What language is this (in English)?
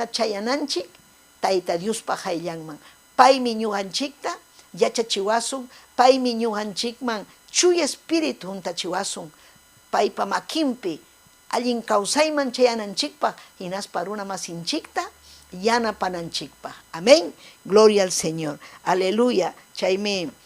Ayacucho Quechua